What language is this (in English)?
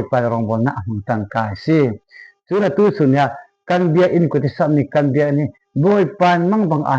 Falam Chin